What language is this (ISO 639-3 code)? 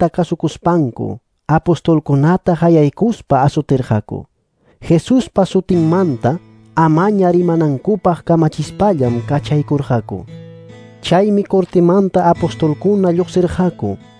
quy